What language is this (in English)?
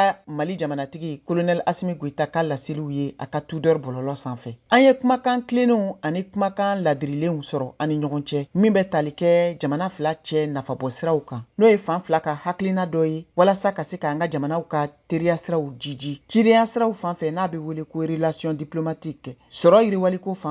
Bambara